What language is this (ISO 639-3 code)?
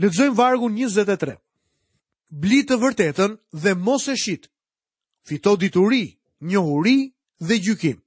sqi